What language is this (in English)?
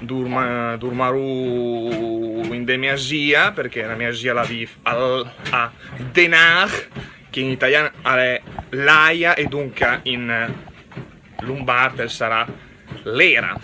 Lombard